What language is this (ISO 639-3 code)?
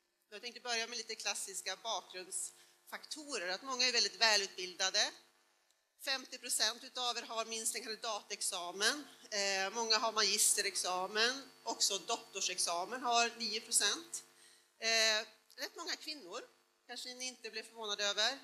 swe